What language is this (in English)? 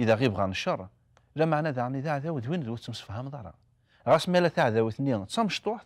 Kabyle